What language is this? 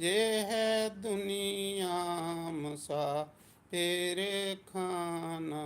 Dogri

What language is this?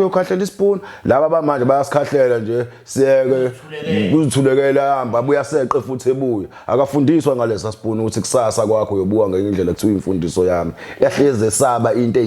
Zulu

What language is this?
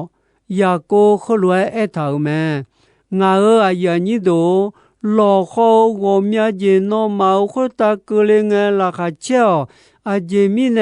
Akha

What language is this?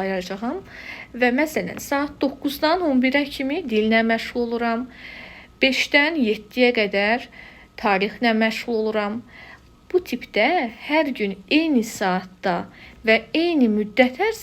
Azerbaijani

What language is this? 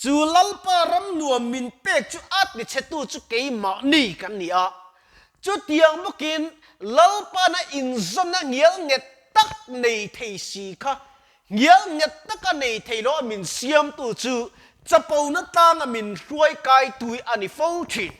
Mizo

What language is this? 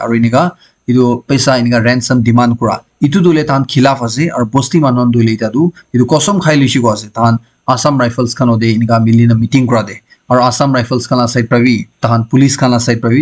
Naga Pidgin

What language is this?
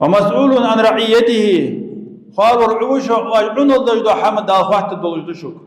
Ingush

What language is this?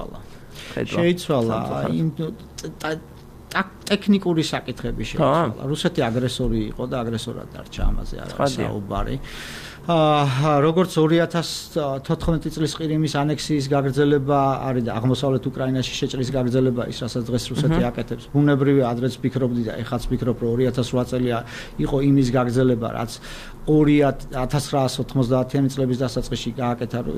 Georgian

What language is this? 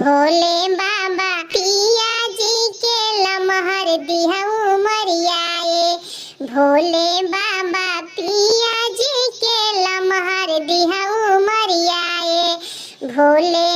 Bhojpuri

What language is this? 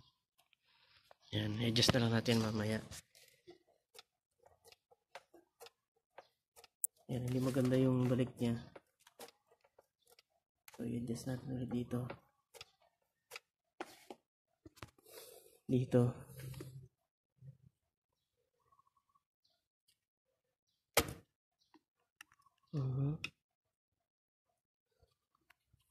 Filipino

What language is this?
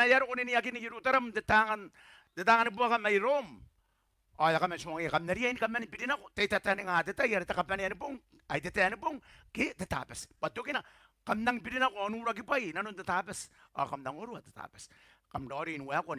Gilbertese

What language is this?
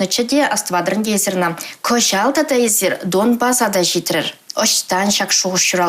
Chuvash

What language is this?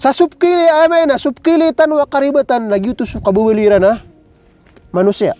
Maranao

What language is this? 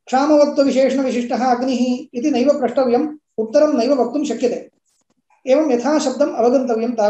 Sanskrit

